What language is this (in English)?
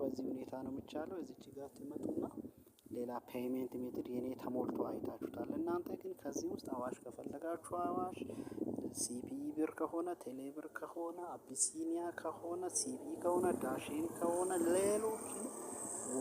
Amharic